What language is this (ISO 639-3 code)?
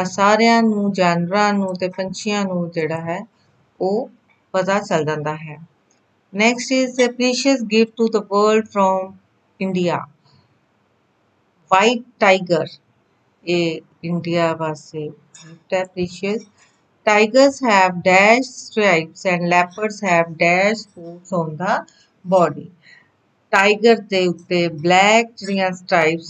pan